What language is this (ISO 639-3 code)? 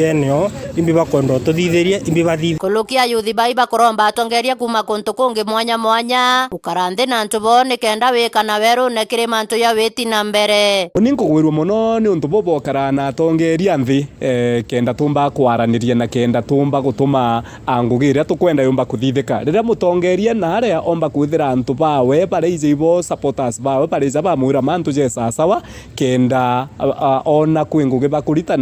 mer